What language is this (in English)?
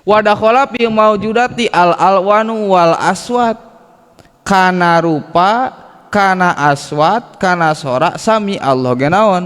Sundanese